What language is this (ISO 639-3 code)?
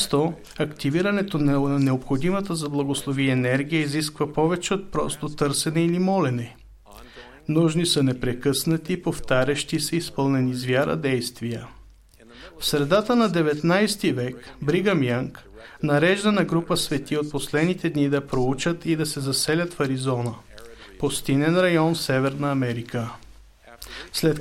bul